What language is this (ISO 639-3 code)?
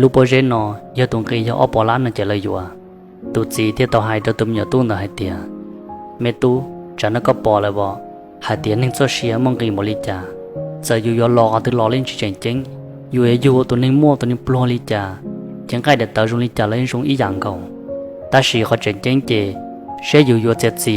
hmn